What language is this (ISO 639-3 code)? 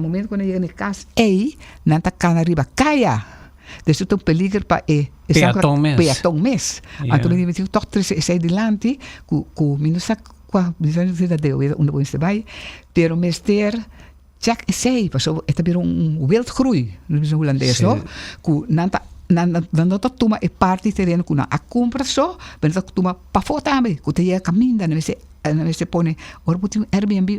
pap